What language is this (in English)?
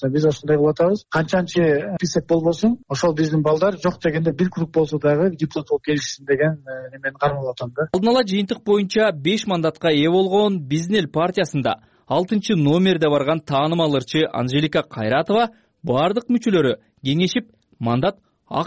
Kyrgyz